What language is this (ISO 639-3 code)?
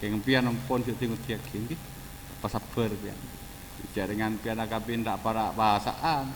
mad